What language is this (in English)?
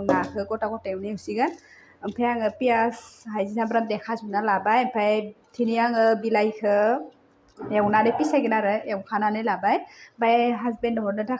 Bodo